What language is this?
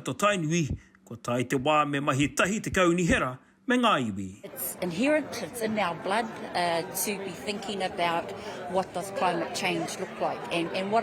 Māori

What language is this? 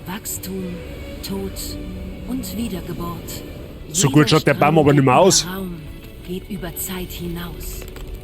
Bavarian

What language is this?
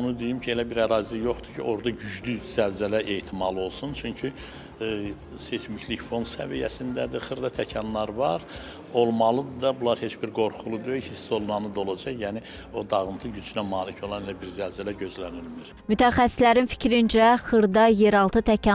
Azerbaijani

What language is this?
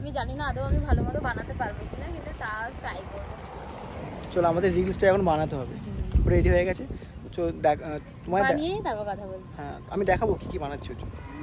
Bangla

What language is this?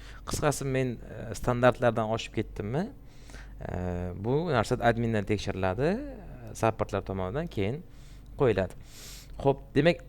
Uzbek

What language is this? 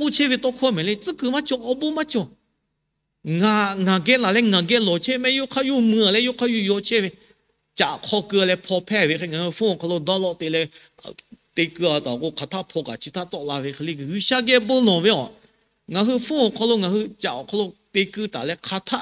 Lahu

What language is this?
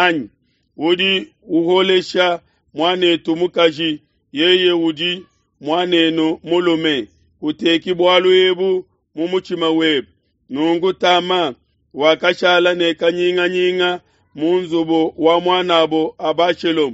Luba-Lulua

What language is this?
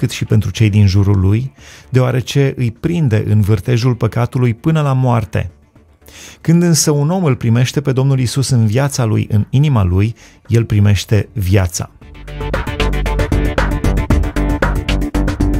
Romanian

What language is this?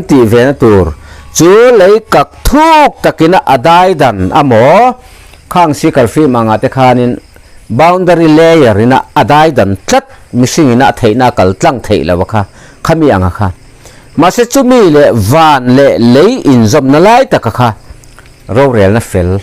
Mizo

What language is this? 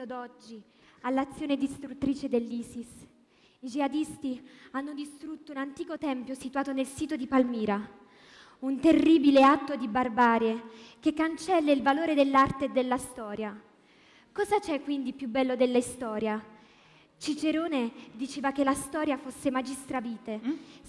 Italian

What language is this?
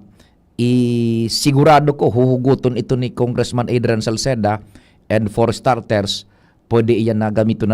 Bikol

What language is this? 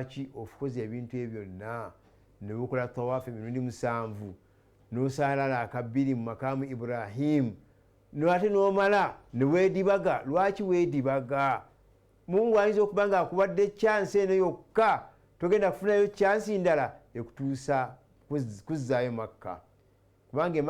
Ganda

